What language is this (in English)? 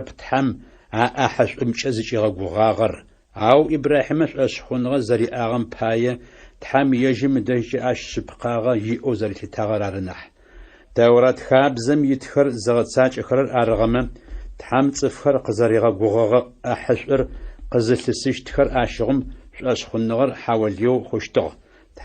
Adyghe